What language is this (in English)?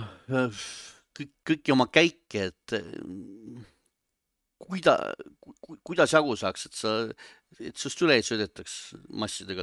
Estonian